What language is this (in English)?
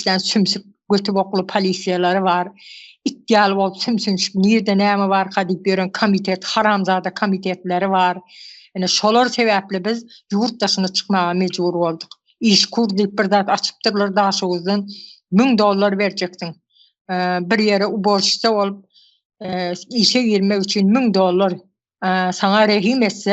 Turkmen